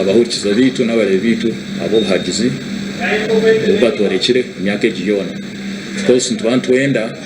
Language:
Nyankole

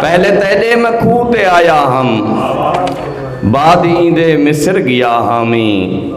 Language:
Saraiki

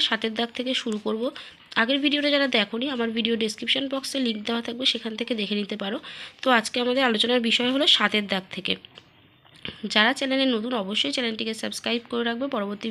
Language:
Bangla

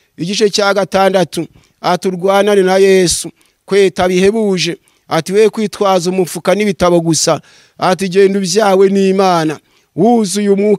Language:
Kinyarwanda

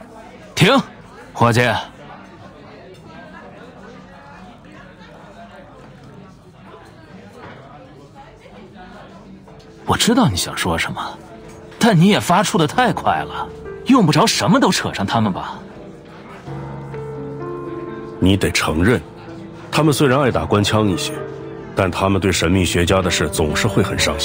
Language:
Chinese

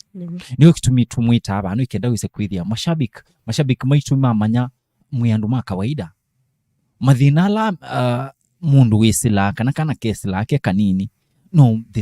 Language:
Kamba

